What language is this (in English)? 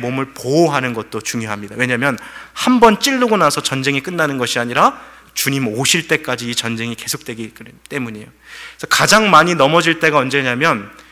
Korean